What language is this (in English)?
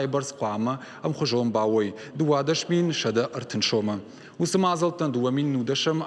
Ossetic